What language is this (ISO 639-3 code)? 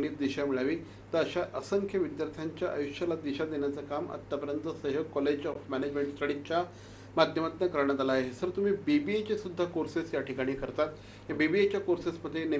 mar